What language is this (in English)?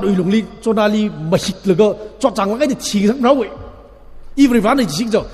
Tangkhul Naga (India)